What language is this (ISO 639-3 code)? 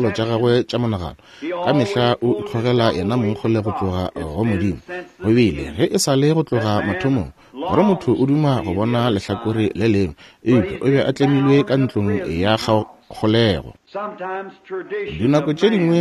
nso